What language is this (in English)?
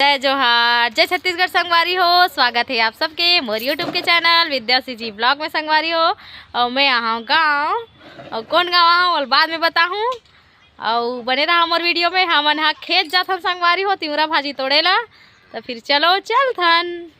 Chhattisgarhi